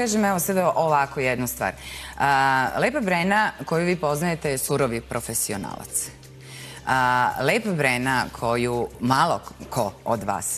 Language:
Serbian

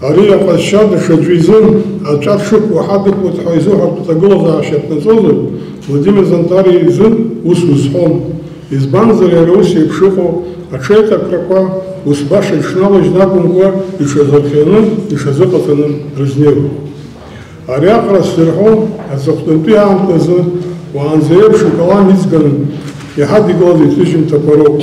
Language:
Abkhazian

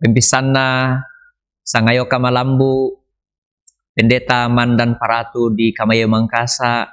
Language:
Toraja-Sa'dan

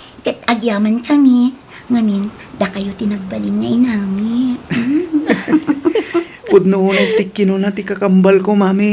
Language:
Iloko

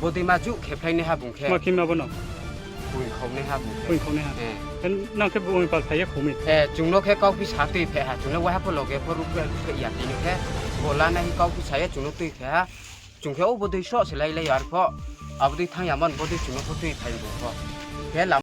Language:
Riang (India)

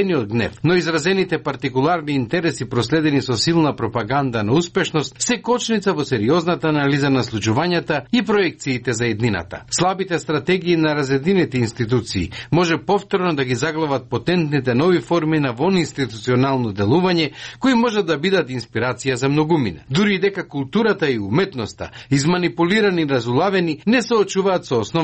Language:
Macedonian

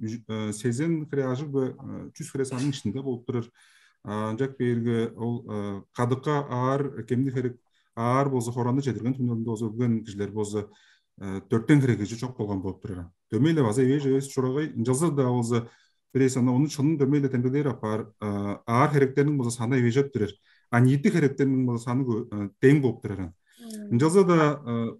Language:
Tuvinian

